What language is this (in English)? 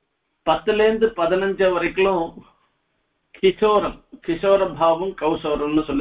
Tamil